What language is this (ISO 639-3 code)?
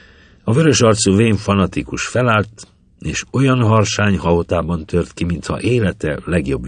hun